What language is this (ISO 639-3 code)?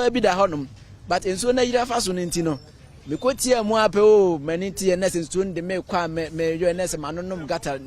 aka